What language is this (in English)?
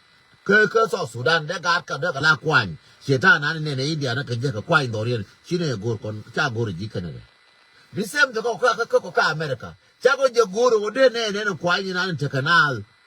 Nuer